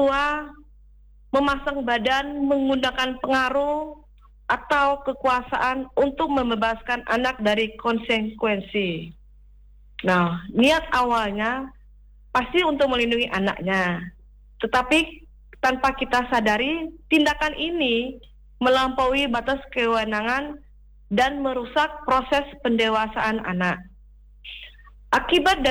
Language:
Indonesian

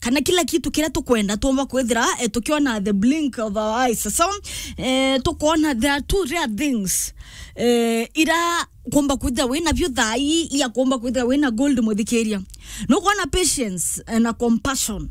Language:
Meru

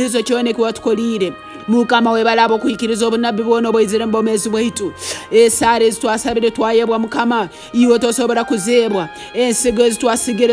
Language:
Tooro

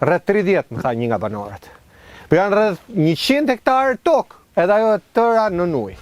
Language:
Albanian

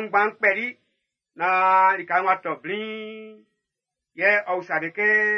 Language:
Baoulé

